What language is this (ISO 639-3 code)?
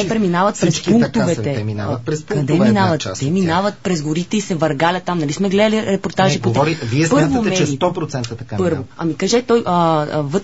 bul